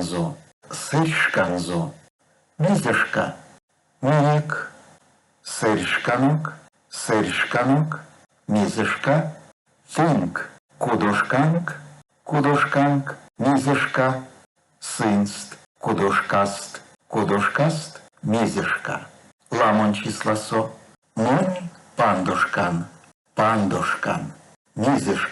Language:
Erzya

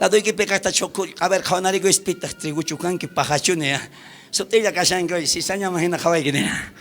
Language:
South Bolivian Quechua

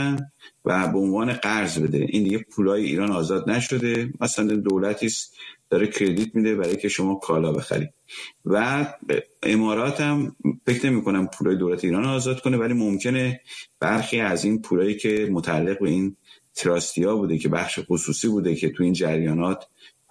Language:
Persian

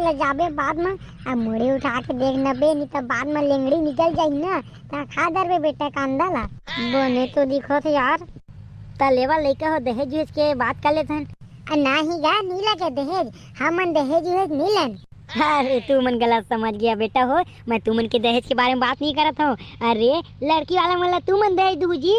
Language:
Chhattisgarhi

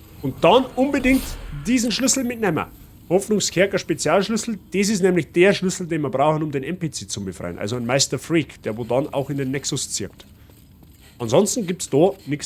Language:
Bavarian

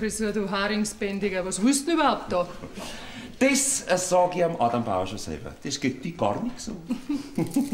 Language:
Bavarian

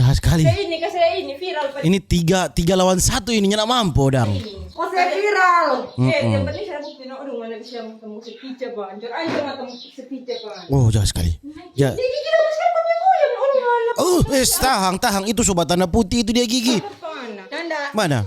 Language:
Manado Malay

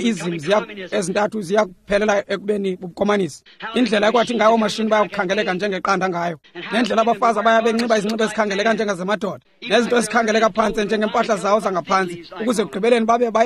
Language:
Xhosa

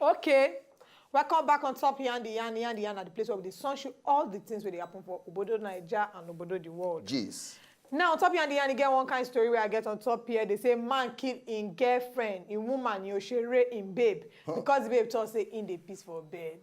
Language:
Nigerian Pidgin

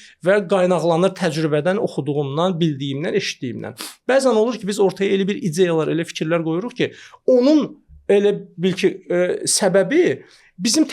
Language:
Azerbaijani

